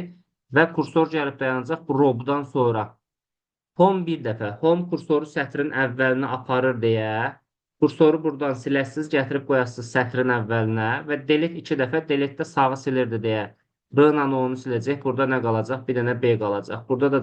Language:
Azerbaijani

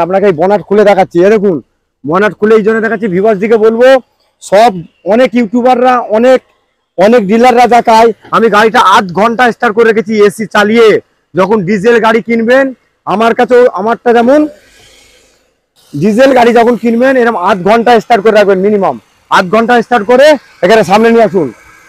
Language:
Bangla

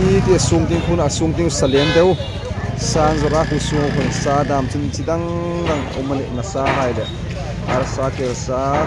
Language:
Hmar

